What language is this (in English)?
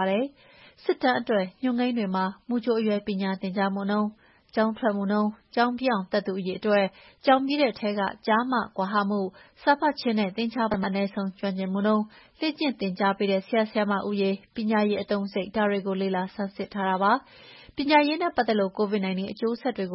Burmese